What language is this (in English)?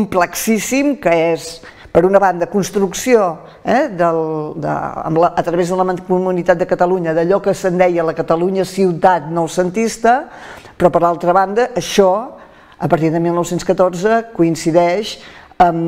Catalan